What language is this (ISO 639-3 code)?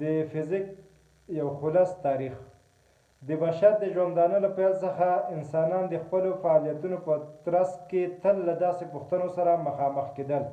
pus